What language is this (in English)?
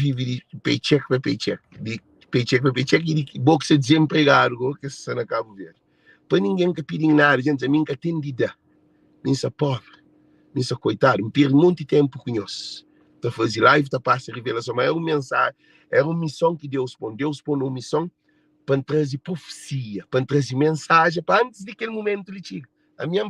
Kabuverdianu